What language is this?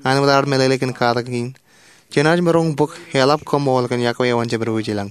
Marshallese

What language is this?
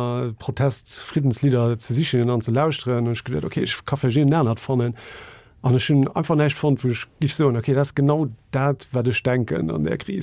Luxembourgish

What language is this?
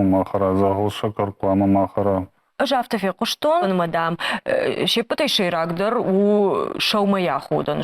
Ossetic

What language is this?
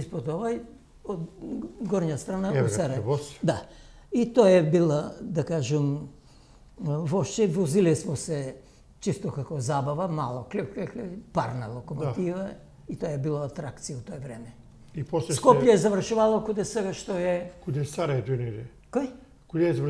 Macedonian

